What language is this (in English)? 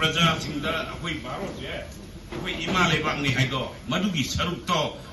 Manipuri